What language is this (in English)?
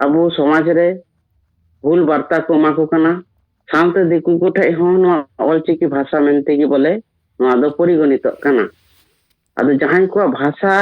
Santali